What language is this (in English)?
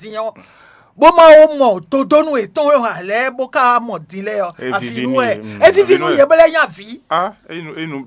Fon